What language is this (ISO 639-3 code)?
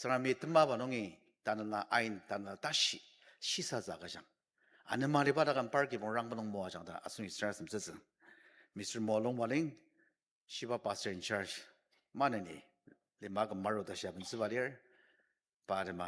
njo